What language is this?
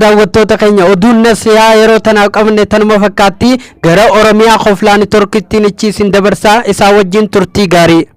Oromo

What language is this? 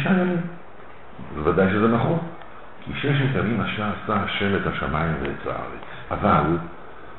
Hebrew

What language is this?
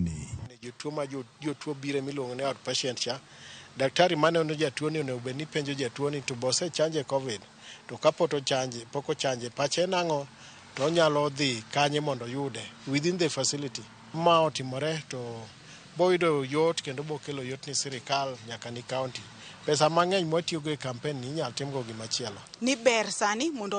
Luo (Kenya and Tanzania)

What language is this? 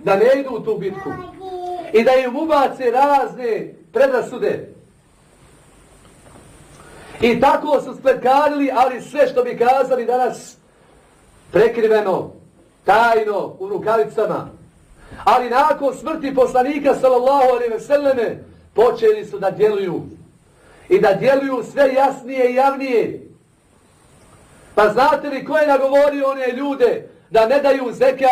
Bosnian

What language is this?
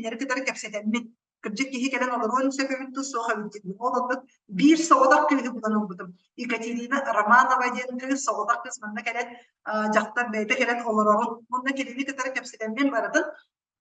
Yakut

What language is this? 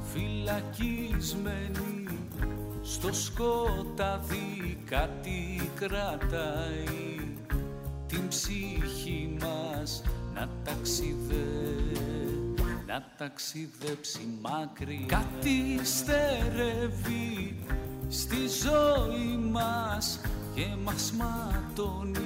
Greek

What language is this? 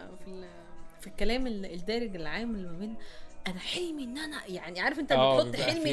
Egyptian Arabic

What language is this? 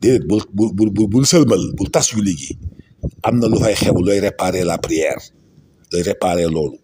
Wolof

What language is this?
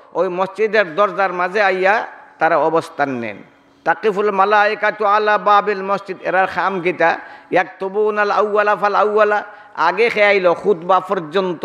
Sylheti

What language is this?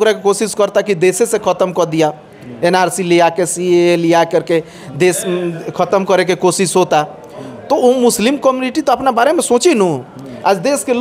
Bhojpuri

